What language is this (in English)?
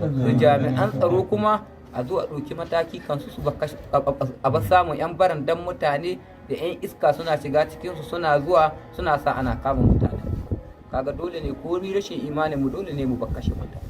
Hausa